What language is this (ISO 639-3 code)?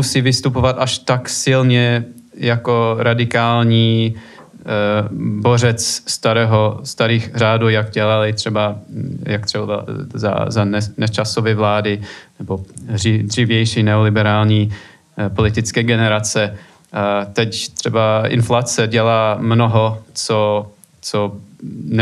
ces